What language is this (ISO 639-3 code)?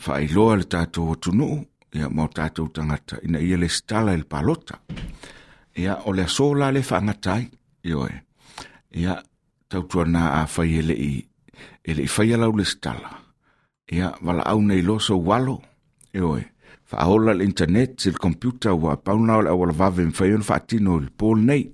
smo